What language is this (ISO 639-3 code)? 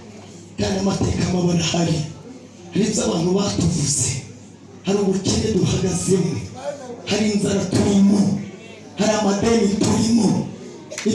kin